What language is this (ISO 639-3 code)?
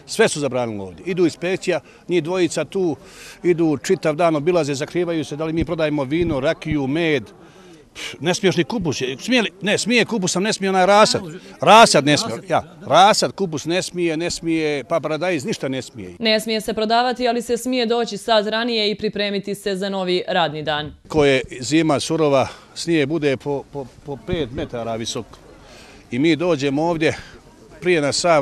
bos